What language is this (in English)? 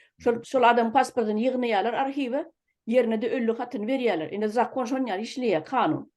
Turkmen